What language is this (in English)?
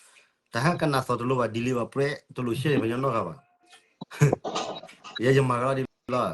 S'gaw Karen